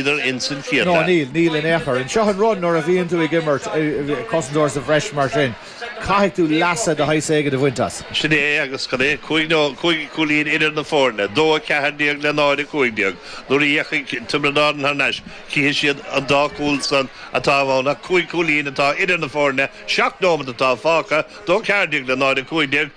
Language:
Irish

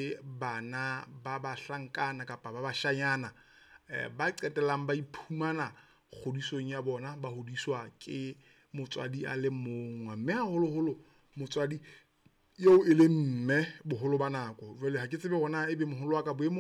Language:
Southern Sotho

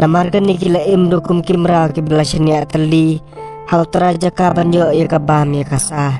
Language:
Khasi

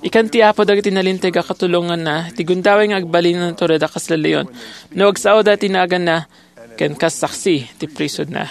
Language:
Iloko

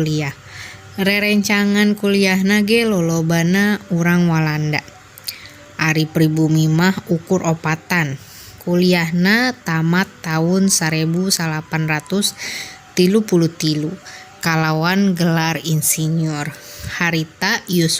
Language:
Sundanese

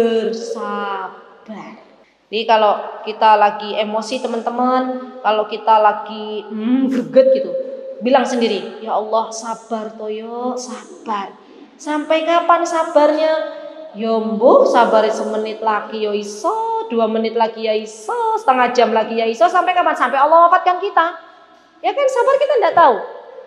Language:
Indonesian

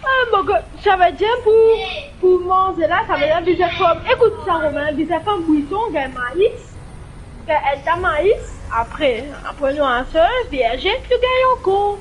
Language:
Morisyen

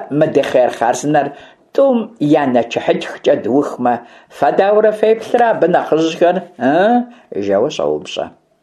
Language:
Kabardian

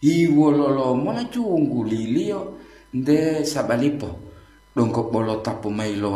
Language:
Gorontalo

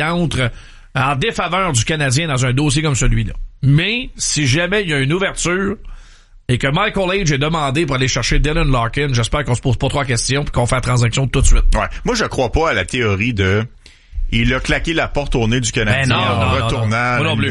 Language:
French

